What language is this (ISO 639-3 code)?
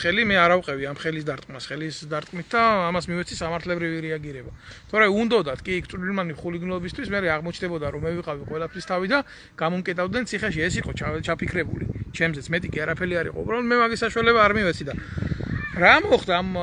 kat